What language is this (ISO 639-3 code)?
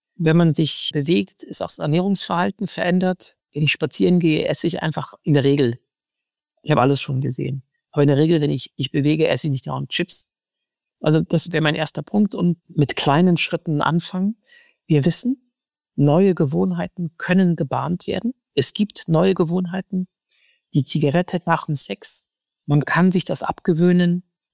deu